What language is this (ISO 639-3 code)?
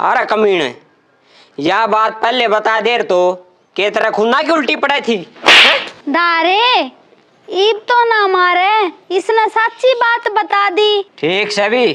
bgc